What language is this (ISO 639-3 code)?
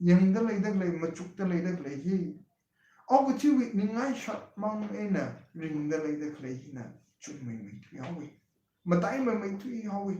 nmf